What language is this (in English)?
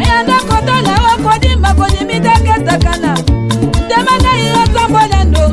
Tetela